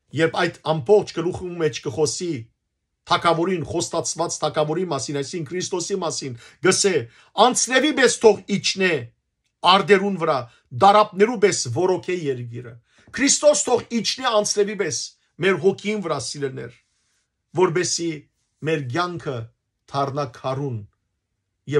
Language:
Western Armenian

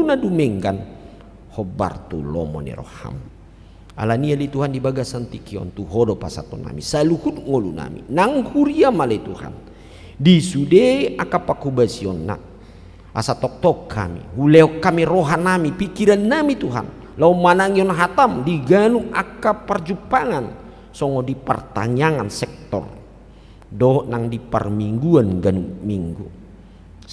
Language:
Batak Toba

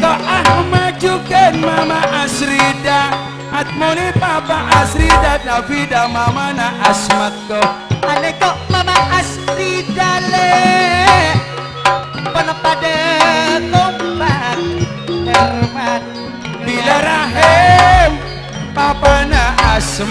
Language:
Madurese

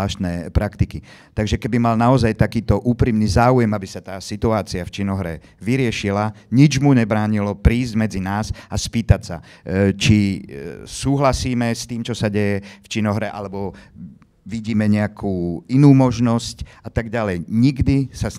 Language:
Slovak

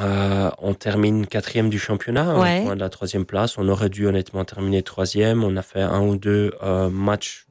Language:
French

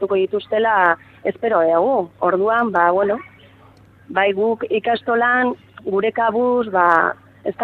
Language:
Basque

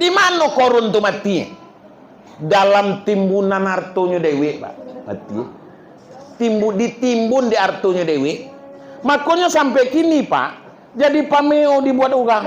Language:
Minangkabau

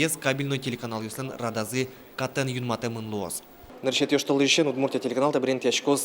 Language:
Udmurt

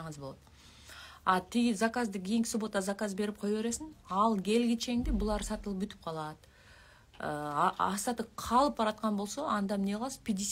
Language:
Kyrgyz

